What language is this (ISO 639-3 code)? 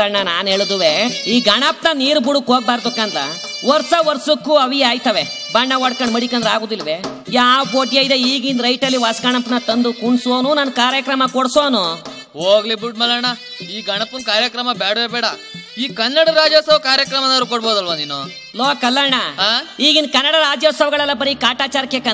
kan